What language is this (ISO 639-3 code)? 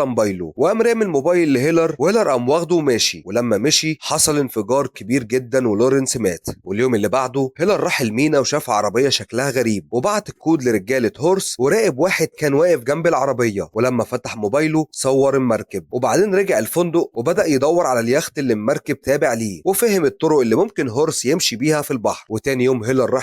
arz